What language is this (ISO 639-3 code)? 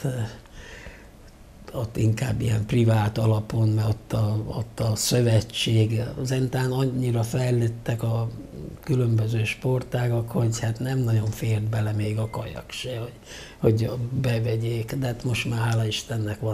hun